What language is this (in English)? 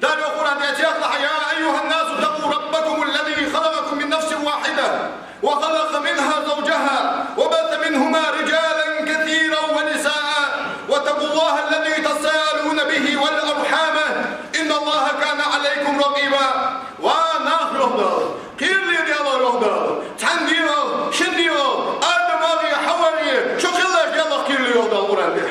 Ingush